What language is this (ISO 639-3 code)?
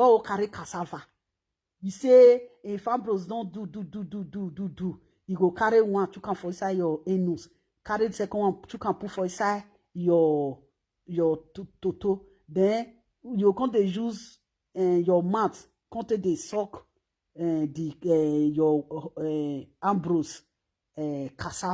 pcm